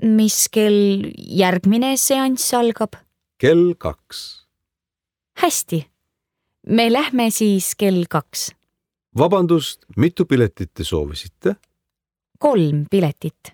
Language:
Estonian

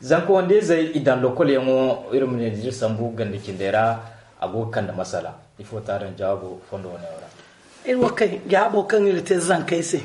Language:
Zarma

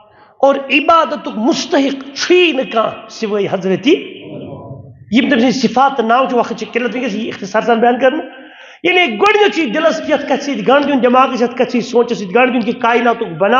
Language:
Kashmiri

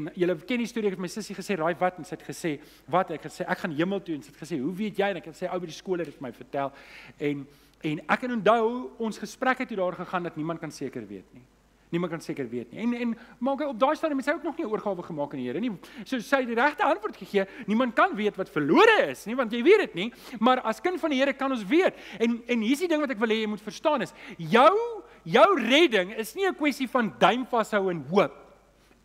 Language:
Afrikaans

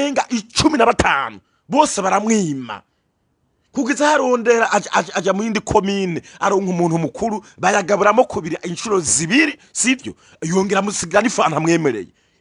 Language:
Rundi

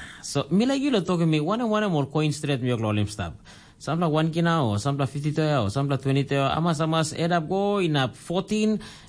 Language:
Tok Pisin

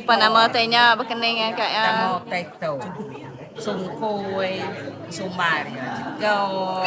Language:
Iban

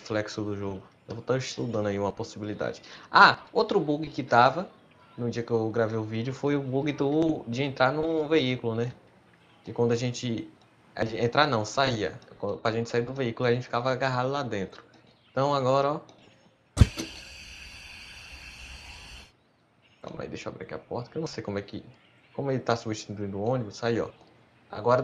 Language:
Portuguese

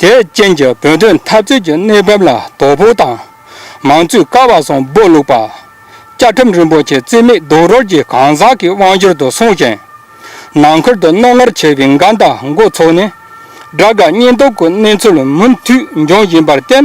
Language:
Tibetan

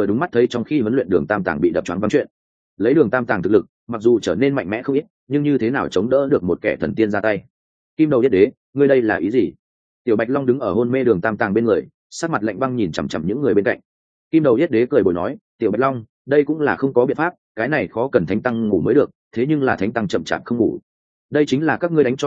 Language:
Vietnamese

